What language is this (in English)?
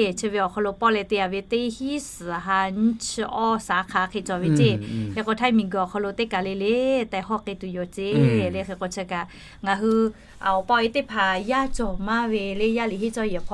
Lahu